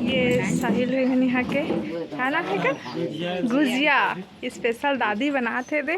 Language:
Chhattisgarhi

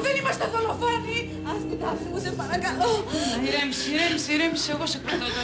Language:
Greek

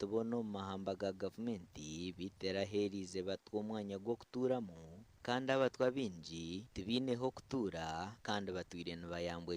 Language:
Nyankole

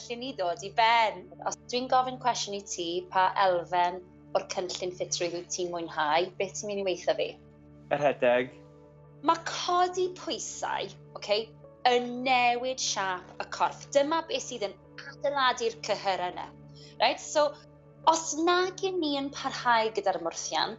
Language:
Welsh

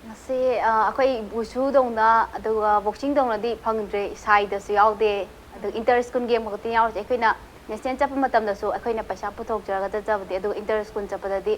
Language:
Manipuri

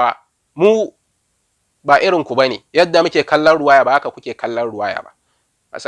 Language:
Hausa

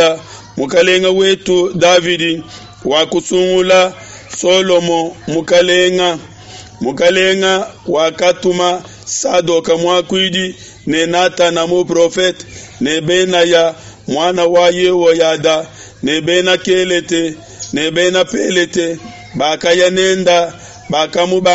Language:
Luba-Lulua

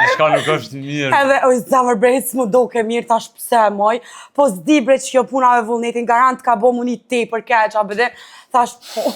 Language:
Albanian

